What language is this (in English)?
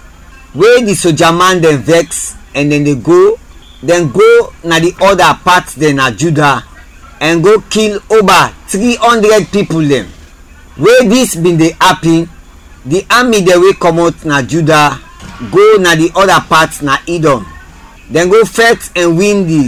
Krio